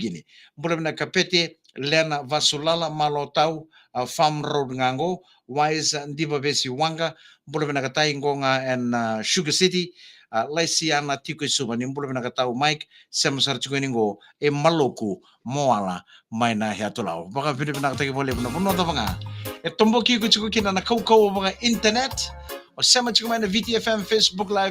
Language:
Fijian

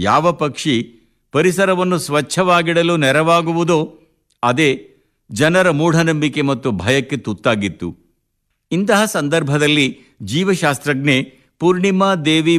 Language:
Kannada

